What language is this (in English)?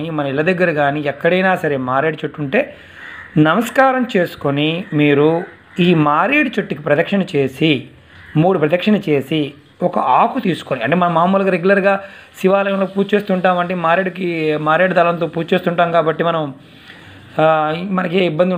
Telugu